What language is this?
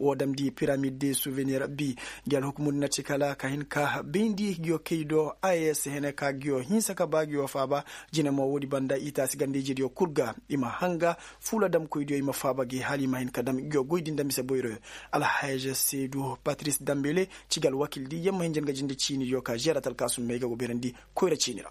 Koyraboro Senni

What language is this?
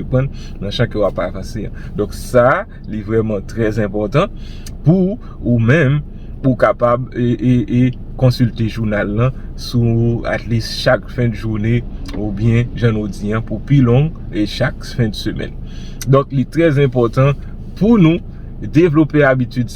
Haitian Creole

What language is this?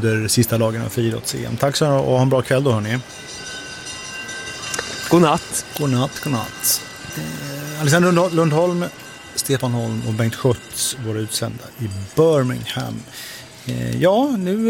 Swedish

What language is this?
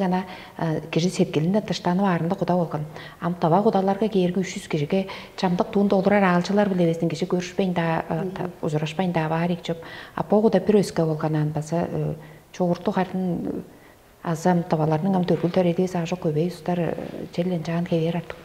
Tuvinian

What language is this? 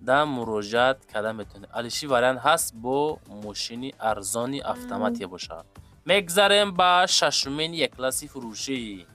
Tajik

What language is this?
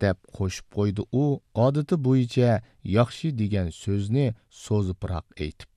Uyghur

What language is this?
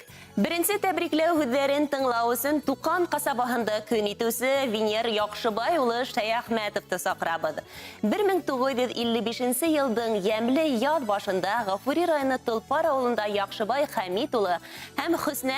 Bashkir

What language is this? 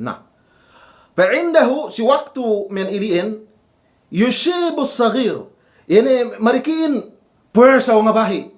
Yakan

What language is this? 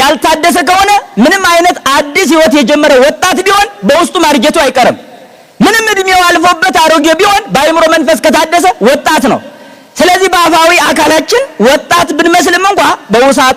Amharic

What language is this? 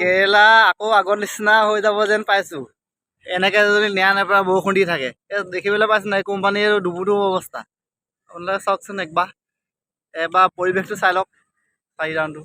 Assamese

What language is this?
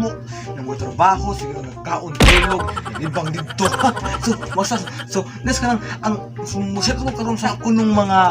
Cebuano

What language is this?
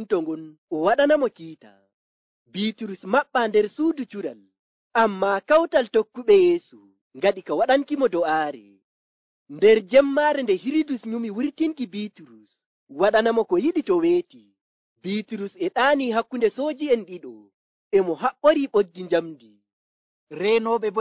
Nigerian Fulfulde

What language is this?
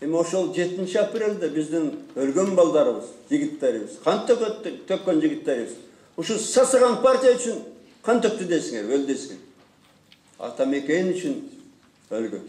Kyrgyz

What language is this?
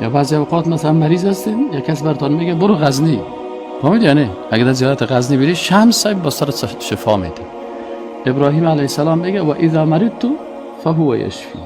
Persian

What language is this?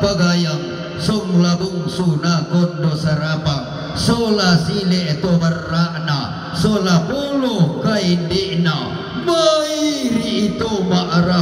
Toraja-Sa'dan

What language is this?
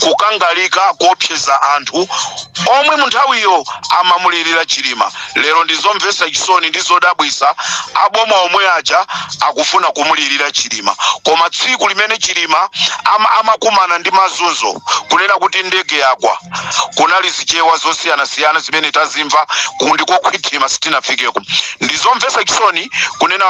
Nyanja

